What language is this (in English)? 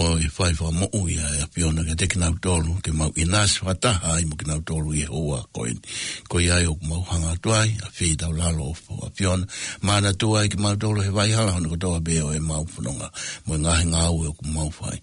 Tongan